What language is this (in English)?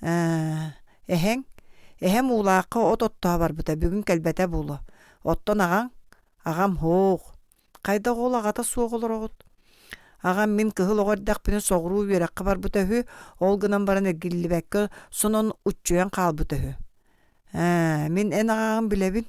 Yakut